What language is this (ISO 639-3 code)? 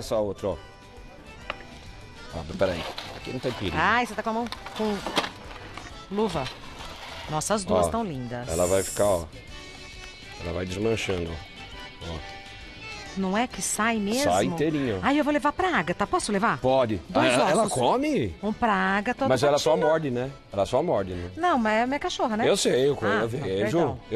por